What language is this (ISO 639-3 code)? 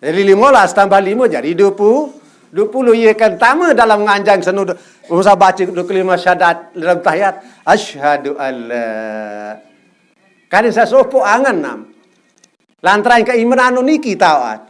sas